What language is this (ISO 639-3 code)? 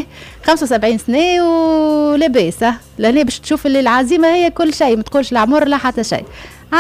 aeb